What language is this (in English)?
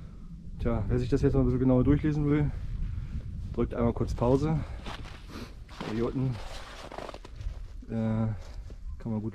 German